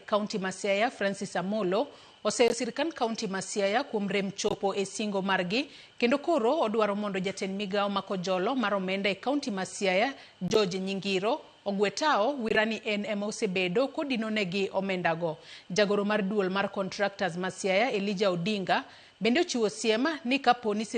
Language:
Luo (Kenya and Tanzania)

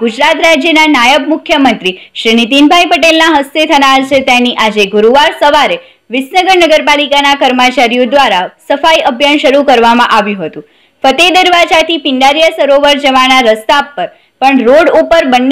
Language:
Gujarati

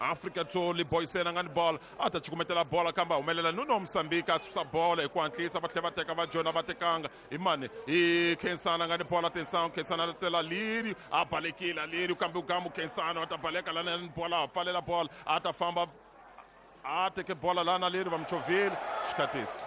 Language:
Tsonga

